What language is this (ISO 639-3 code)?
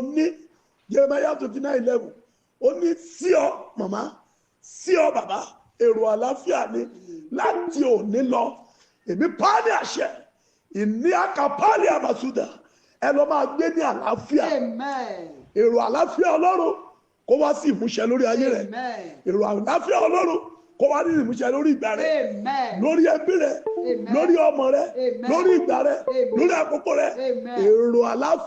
yor